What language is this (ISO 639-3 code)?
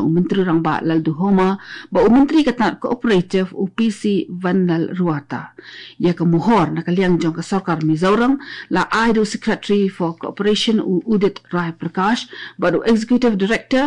kha